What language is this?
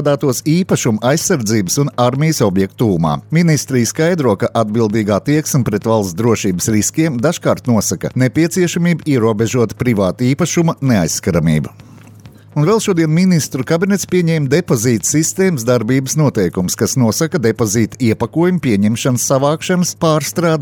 Latvian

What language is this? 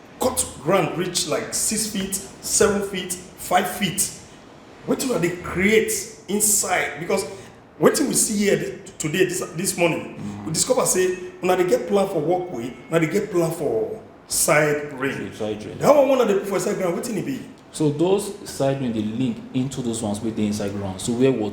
Nigerian Pidgin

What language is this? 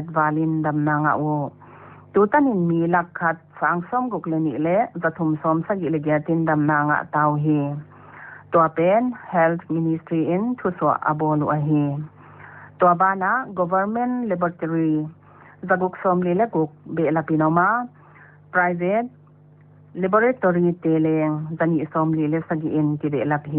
Paite Chin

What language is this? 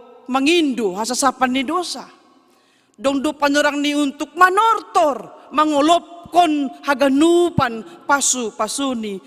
Batak Simalungun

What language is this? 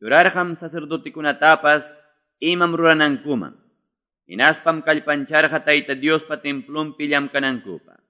Quechua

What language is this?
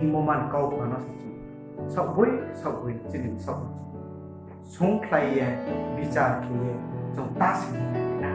Riang (India)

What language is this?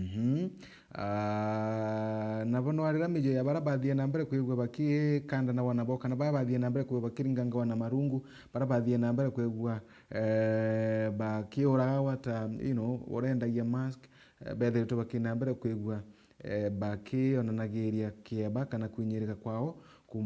Meru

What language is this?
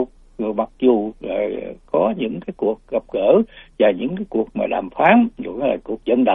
Vietnamese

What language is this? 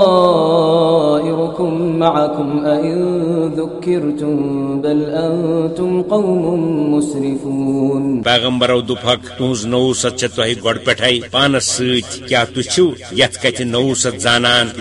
Kashmiri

